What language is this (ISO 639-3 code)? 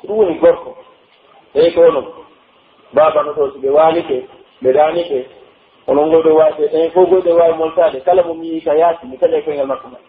fuf